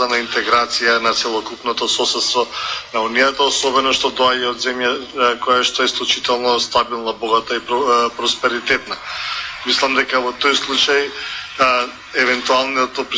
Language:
Macedonian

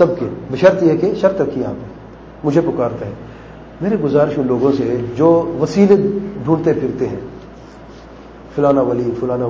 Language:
Urdu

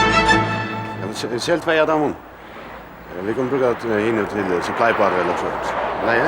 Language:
Faroese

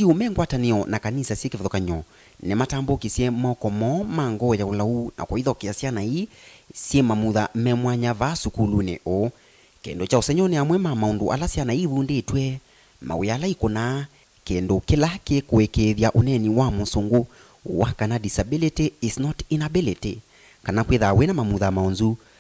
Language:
Kamba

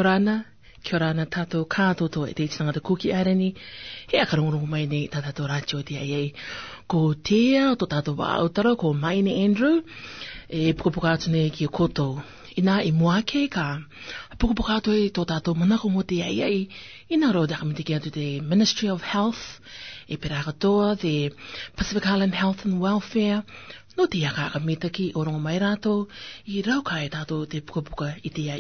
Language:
Rarotongan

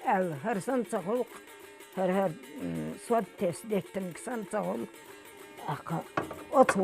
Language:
Chechen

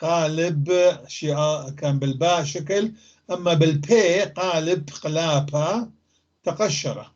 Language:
North Levantine Arabic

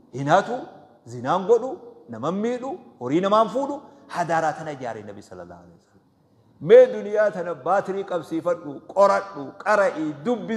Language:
Oromo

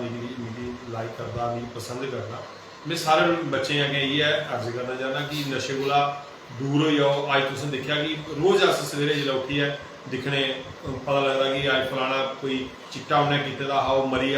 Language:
Dogri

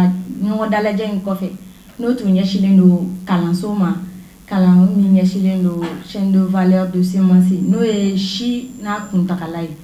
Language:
Bambara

